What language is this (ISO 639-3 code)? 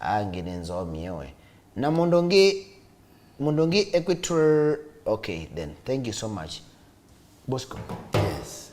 kam